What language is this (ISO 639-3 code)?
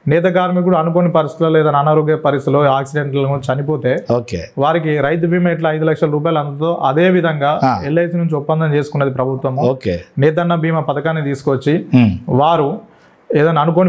tel